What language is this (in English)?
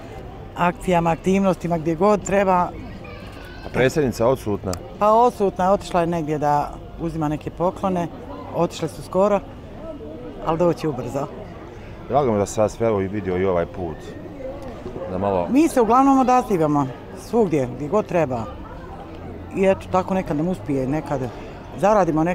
Bosnian